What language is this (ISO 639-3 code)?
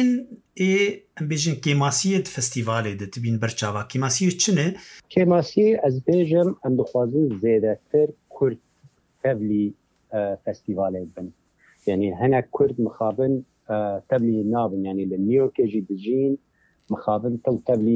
kur